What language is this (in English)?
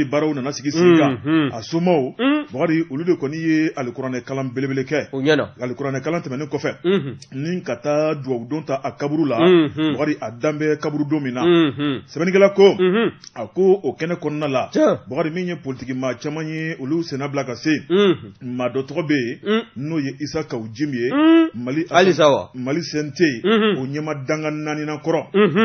Bambara